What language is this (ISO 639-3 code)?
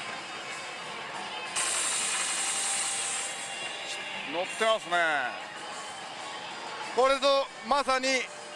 jpn